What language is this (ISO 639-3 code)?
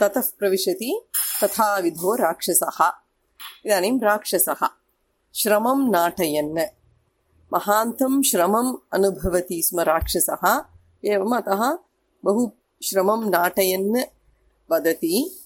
san